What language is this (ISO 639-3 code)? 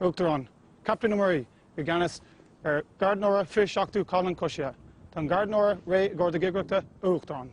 gle